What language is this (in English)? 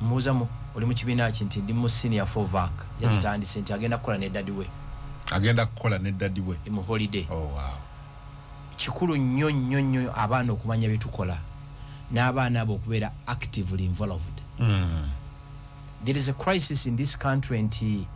Ganda